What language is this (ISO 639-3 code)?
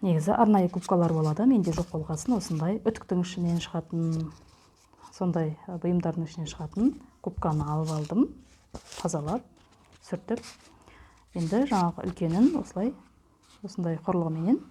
kaz